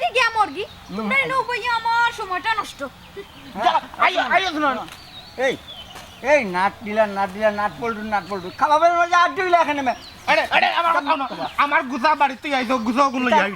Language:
Sylheti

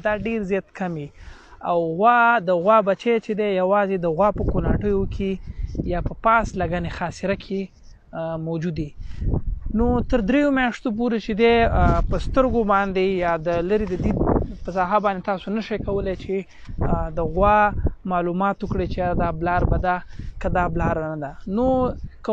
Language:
Pashto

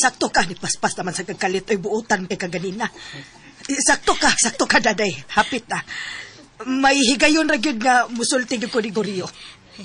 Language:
Cebuano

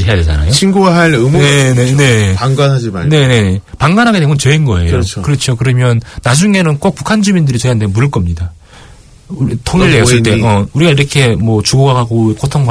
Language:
Korean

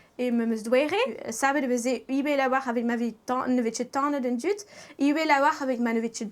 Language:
Breton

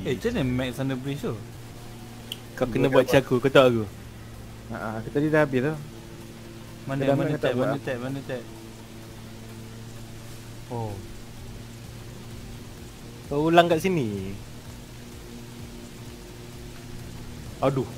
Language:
Malay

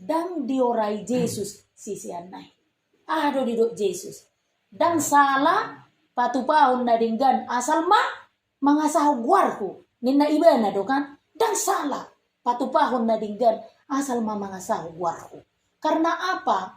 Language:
Batak Toba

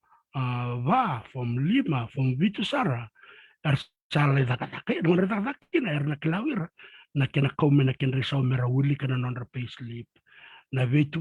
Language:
Fijian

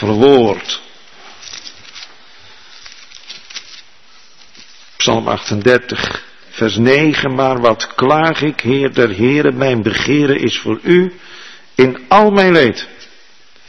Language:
Dutch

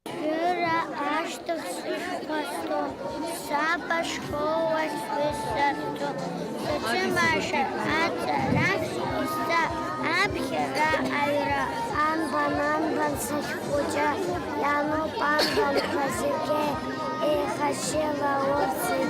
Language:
Abkhazian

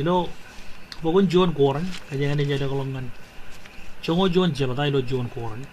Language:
Marshallese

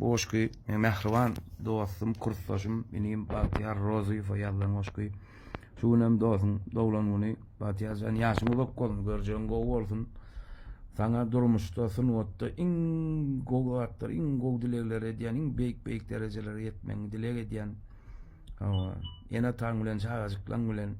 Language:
Turkmen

